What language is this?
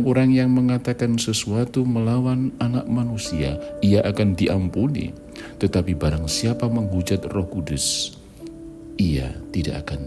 Indonesian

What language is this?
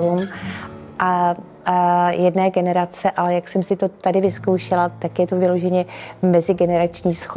Czech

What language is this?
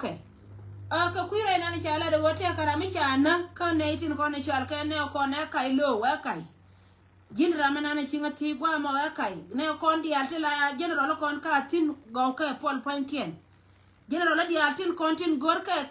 Nuer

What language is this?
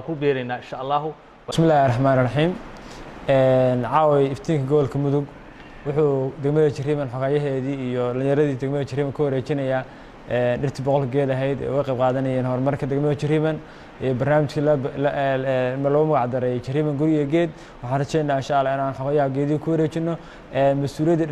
Somali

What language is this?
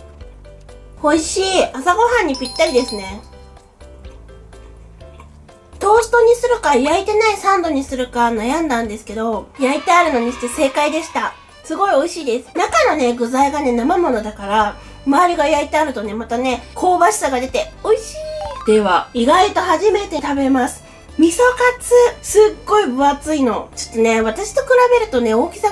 Japanese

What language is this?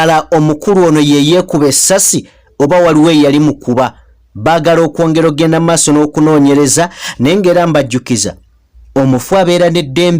Ganda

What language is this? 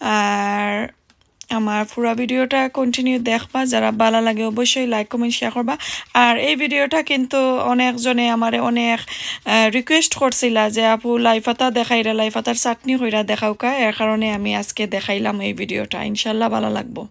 Sylheti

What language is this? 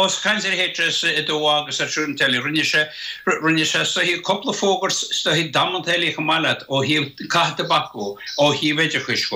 Irish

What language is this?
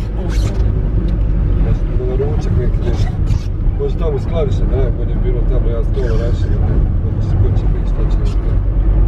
Croatian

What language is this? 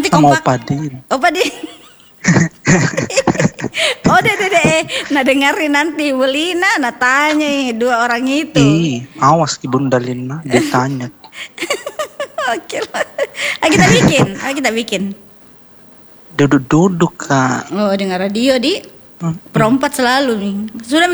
Indonesian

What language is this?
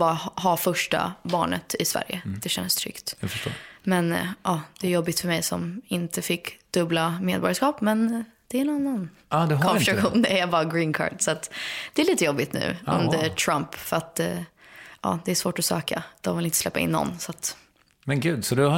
Swedish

